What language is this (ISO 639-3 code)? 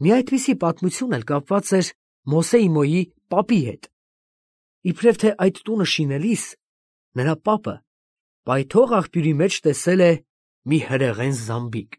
hye